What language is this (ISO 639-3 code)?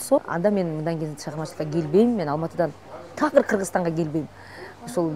kir